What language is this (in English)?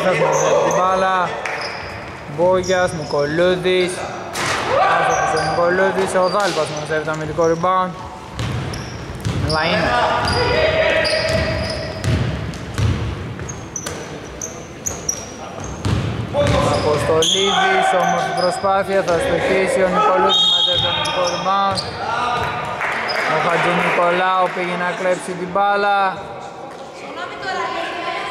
Greek